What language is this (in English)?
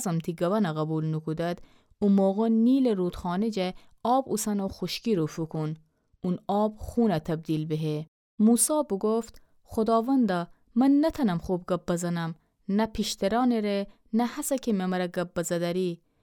Gilaki